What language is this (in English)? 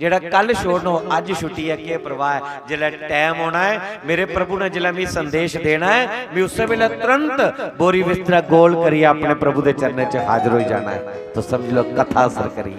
Dogri